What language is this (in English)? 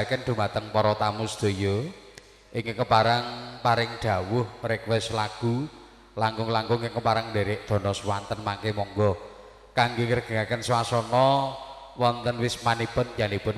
Javanese